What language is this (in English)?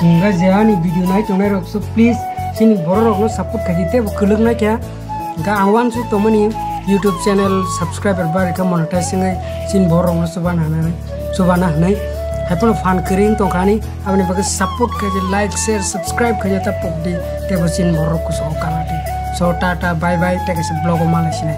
Kok Borok